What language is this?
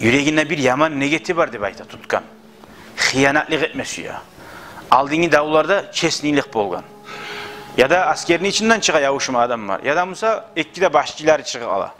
Kumyk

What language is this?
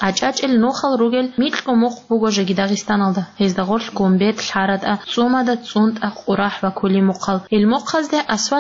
Avaric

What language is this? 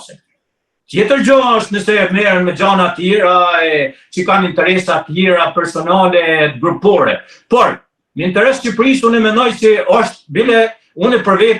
Albanian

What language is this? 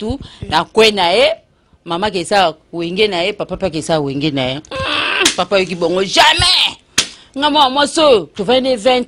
Lingala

